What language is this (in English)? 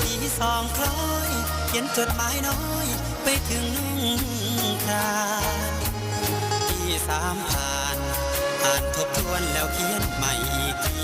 Northeastern Thai